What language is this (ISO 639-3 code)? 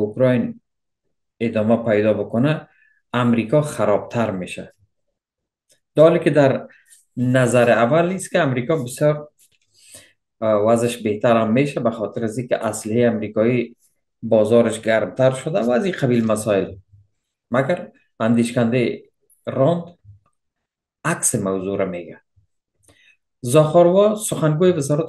fas